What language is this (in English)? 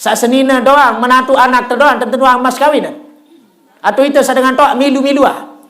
Sasak